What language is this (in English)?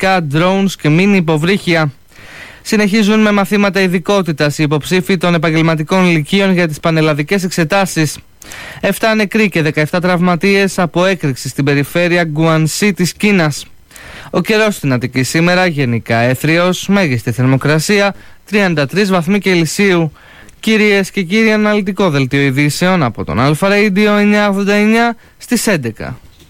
Greek